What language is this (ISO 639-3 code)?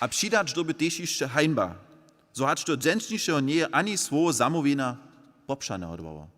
hsb